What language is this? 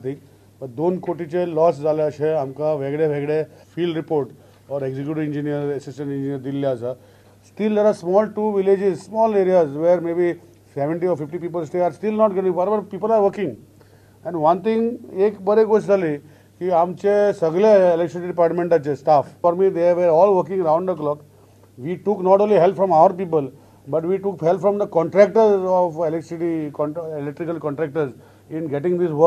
Konkani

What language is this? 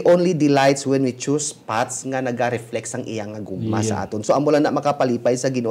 Hiligaynon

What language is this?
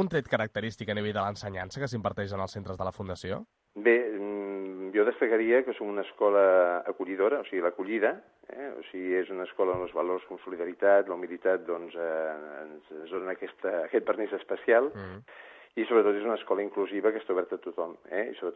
Catalan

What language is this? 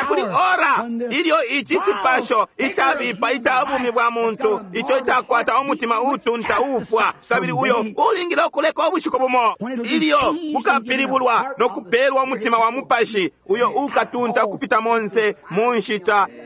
Bemba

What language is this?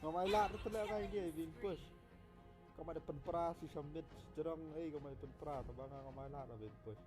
Khasi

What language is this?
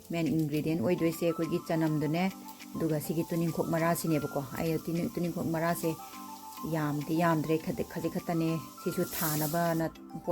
Manipuri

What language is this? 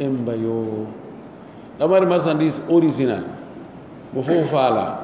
Pular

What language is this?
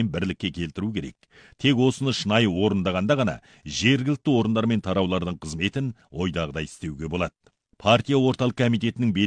Kazakh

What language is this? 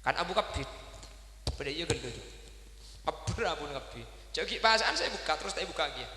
Madurese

